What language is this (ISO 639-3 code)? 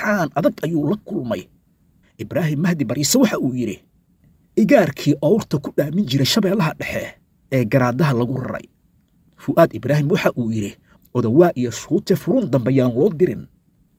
som